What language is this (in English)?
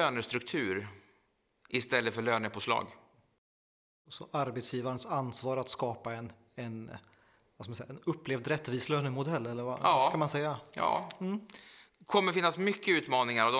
Swedish